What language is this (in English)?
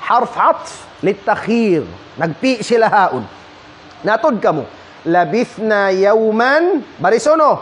Tausug